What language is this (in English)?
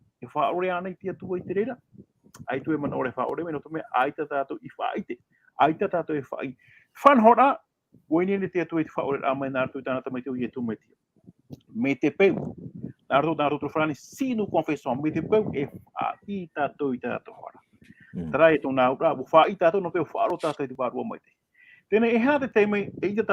Tahitian